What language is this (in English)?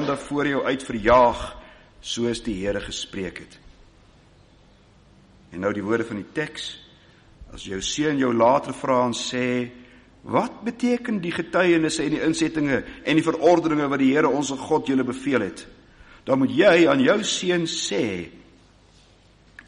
Afrikaans